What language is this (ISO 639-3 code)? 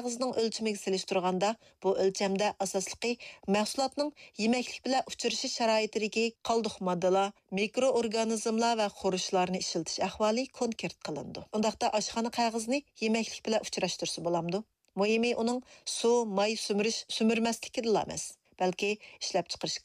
uig